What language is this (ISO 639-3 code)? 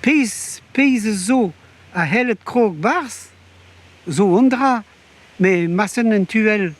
bre